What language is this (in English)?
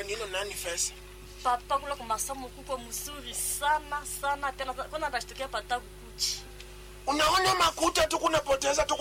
Swahili